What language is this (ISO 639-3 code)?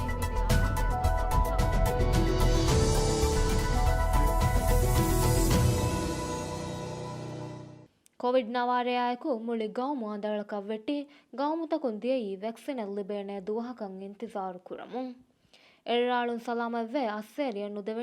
div